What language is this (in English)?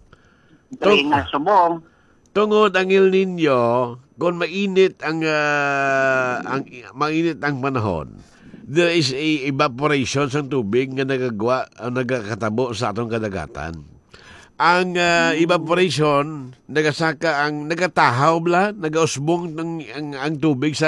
Hiligaynon